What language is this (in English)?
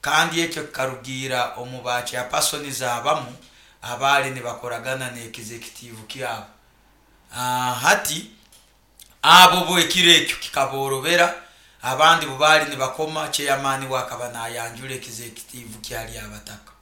Nyoro